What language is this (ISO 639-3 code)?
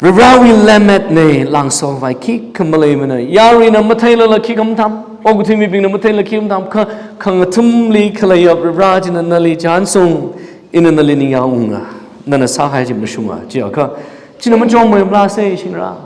nmf